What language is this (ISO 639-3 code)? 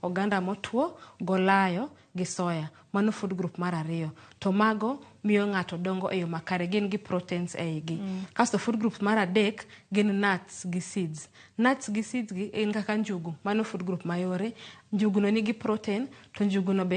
luo